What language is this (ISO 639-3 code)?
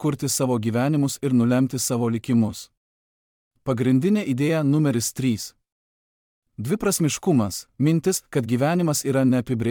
lit